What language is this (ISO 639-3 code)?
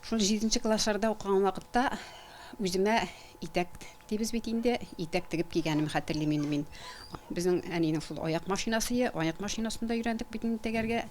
tat